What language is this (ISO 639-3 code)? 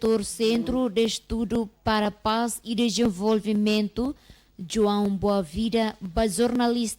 tet